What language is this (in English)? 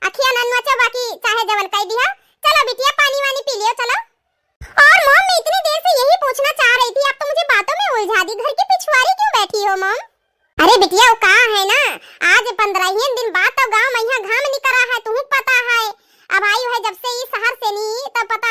Awadhi